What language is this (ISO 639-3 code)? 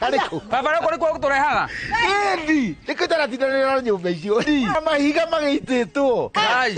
kik